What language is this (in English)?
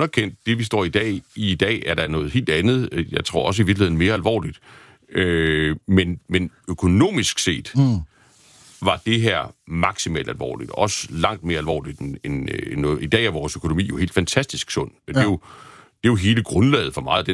Danish